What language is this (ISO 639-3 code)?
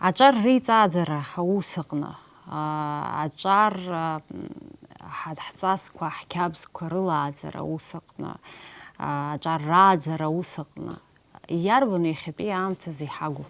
abk